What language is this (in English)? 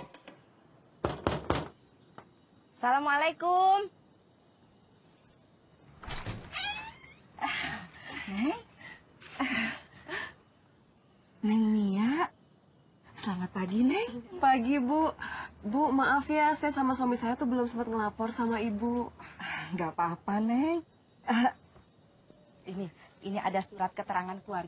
Indonesian